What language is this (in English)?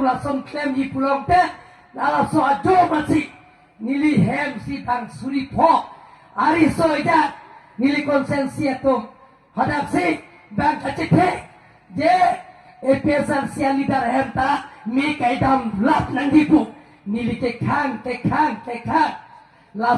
Karbi